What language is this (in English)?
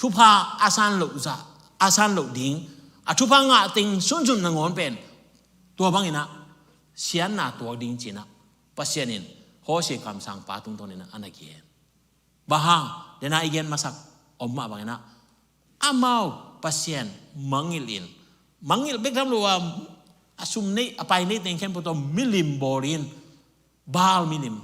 Tedim Chin